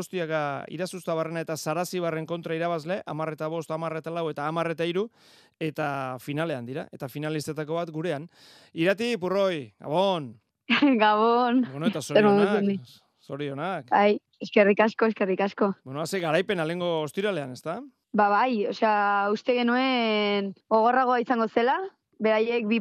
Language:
Basque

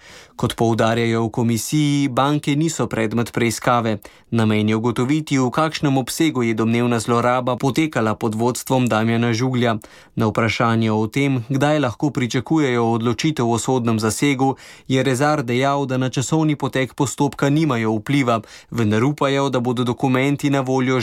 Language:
Slovenian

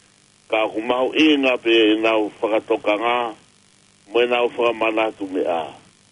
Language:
Tongan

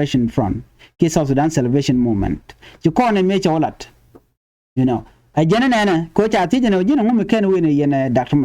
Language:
Nuer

